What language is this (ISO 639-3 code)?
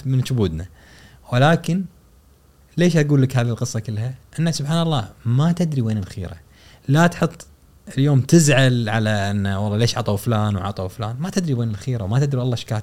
afb